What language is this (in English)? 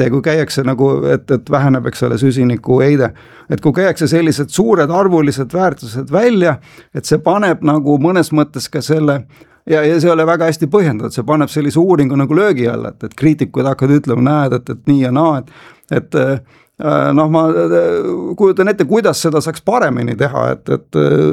Estonian